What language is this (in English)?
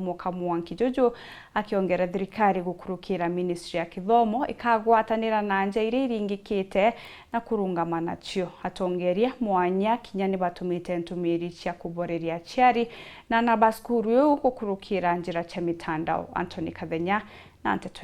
Meru